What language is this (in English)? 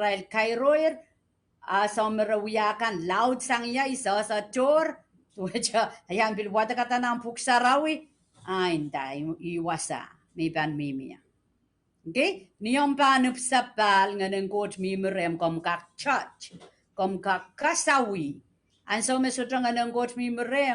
Pohnpeian